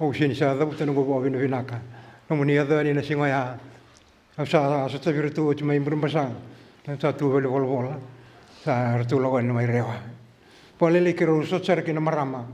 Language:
Fijian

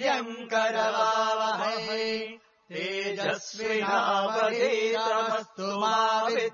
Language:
Sanskrit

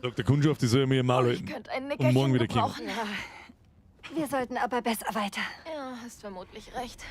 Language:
Bavarian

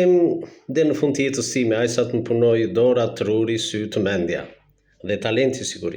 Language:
Albanian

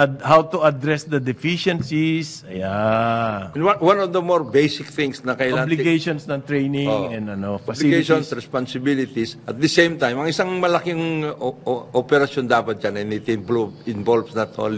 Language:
Filipino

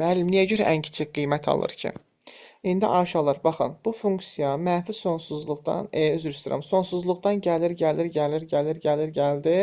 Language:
Azerbaijani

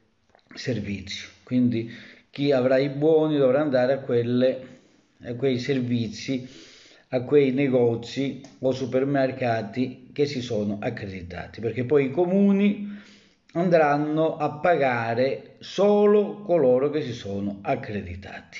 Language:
Italian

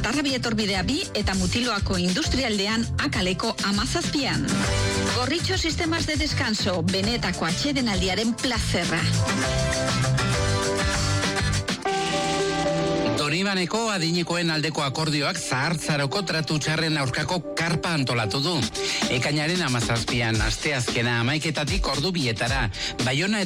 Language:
Basque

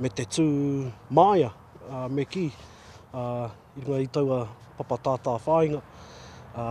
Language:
Māori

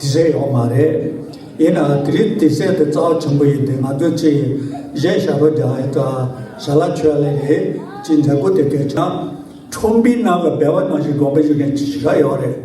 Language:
Tibetan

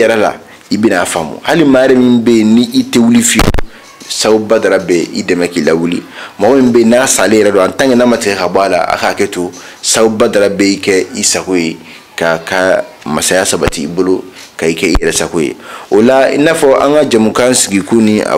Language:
Bambara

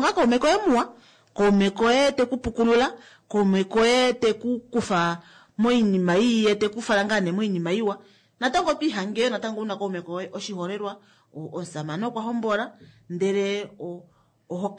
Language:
Kuanyama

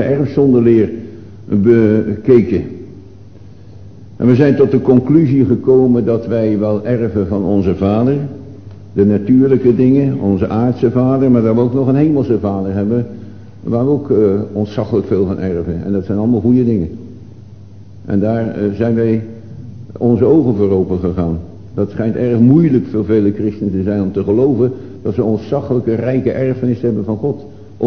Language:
Dutch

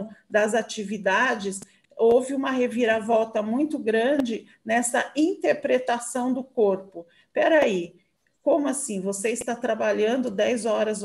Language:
Portuguese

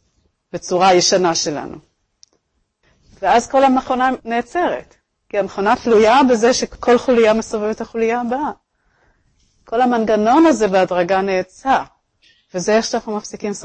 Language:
Hebrew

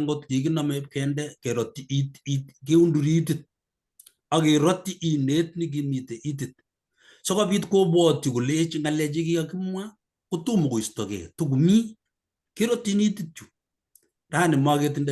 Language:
Kalenjin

